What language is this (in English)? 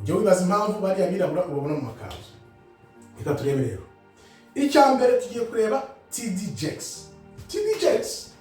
Kinyarwanda